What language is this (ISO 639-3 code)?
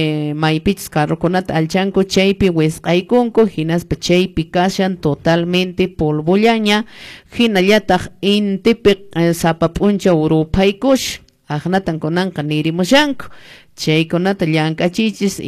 que